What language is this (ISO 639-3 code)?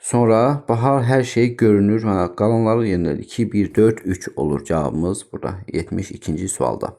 aze